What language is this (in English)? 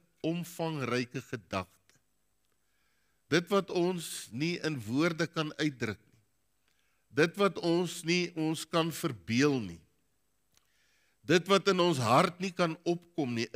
Afrikaans